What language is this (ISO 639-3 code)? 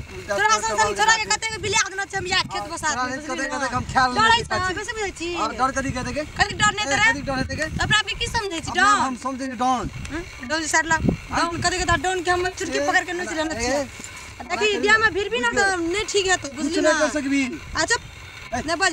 mai